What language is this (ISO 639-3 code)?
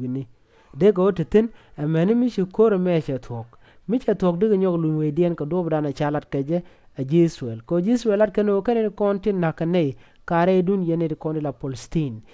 nus